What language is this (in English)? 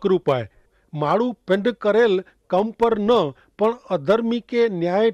Kachhi